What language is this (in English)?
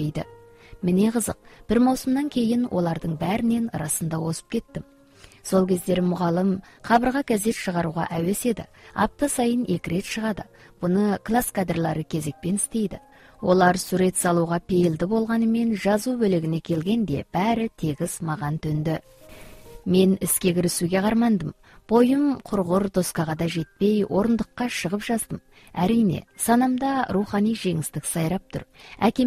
Kazakh